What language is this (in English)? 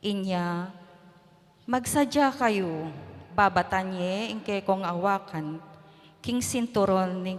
Pampanga